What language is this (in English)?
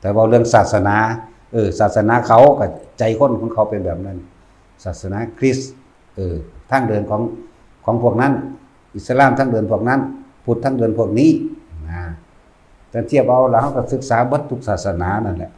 Lao